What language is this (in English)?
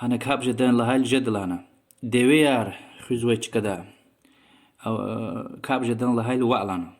Lezghian